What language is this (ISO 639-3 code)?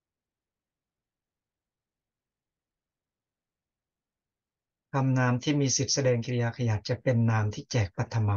tha